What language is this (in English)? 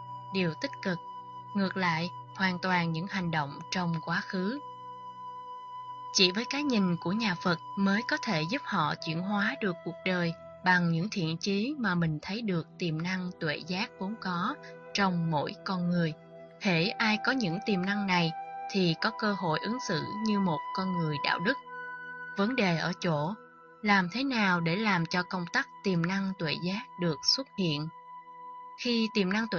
Vietnamese